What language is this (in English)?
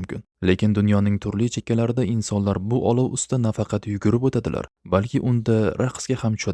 Uzbek